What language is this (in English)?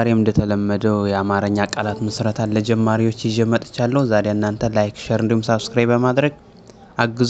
Amharic